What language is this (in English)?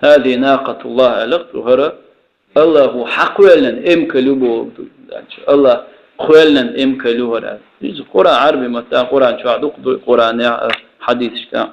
Chechen